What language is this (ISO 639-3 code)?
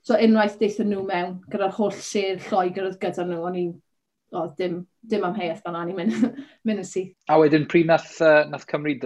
cym